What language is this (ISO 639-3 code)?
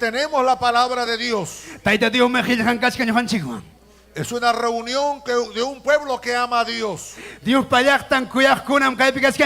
quy